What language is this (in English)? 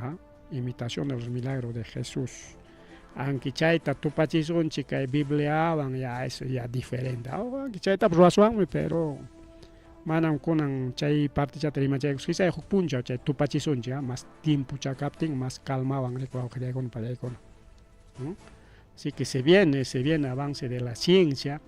Ayacucho Quechua